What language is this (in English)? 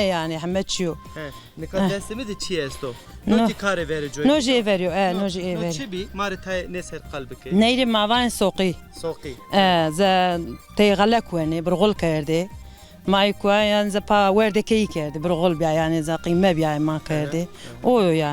Zaza